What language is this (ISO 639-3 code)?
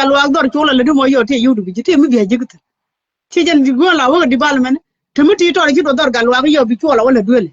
nus